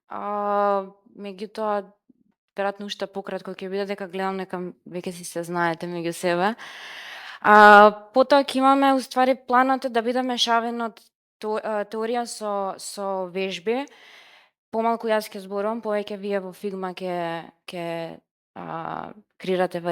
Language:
Macedonian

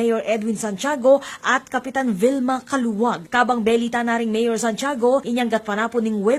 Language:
Pampanga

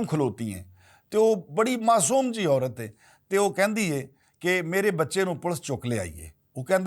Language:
Western Panjabi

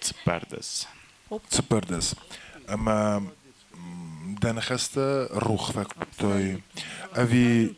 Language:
Ossetic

